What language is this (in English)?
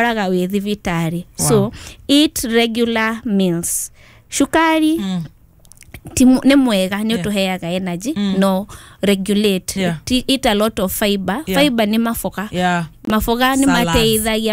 Kikuyu